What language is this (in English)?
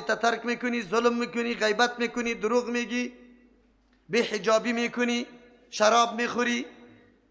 Persian